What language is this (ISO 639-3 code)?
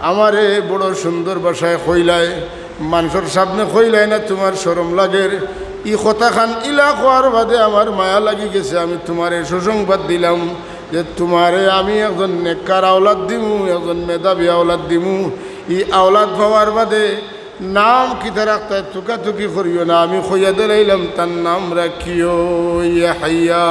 syl